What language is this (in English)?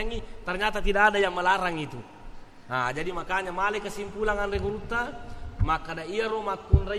Buginese